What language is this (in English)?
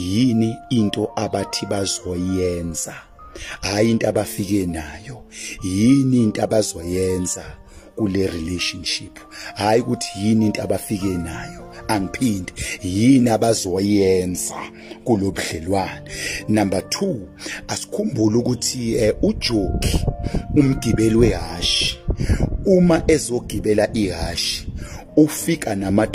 Zulu